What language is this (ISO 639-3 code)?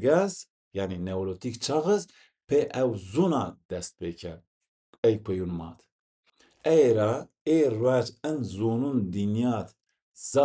zza